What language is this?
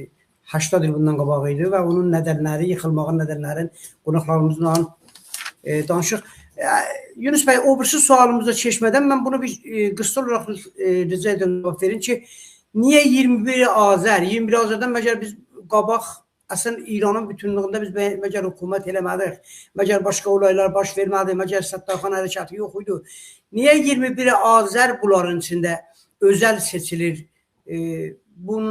South Azerbaijani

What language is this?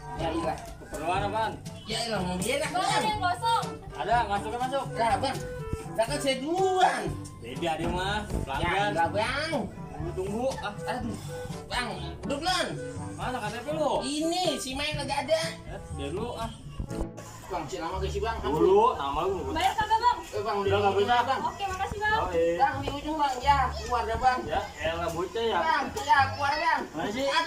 Betawi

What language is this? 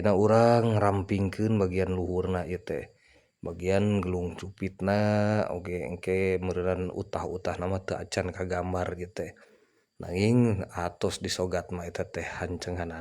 Sundanese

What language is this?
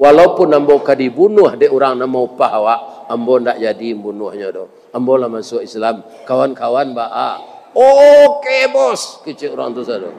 Minangkabau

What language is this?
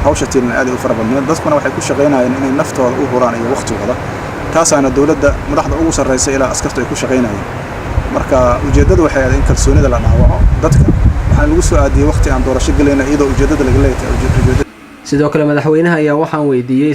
Somali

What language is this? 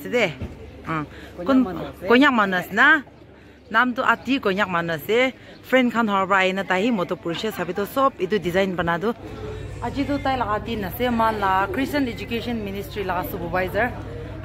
Naga Pidgin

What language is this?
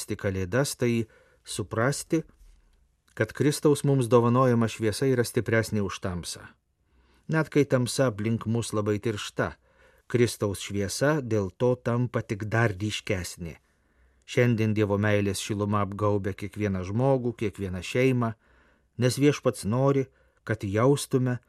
Lithuanian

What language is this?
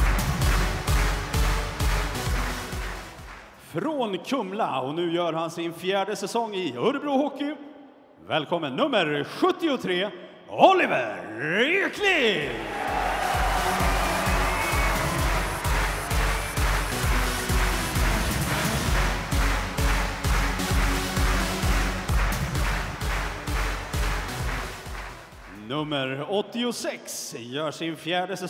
Swedish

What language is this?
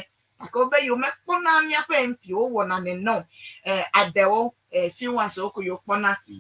Ewe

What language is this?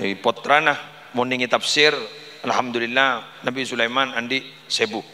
Madurese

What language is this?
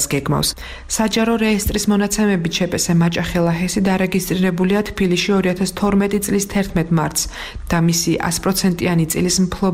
Georgian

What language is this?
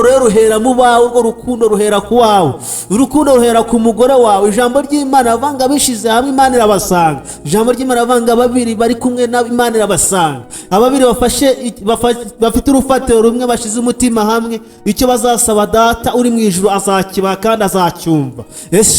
Kinyarwanda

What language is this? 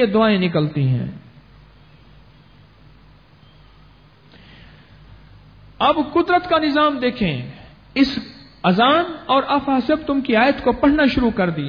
Urdu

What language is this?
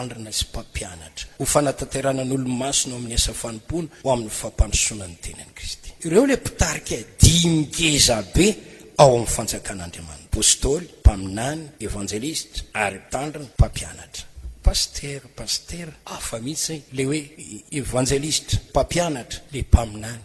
Malagasy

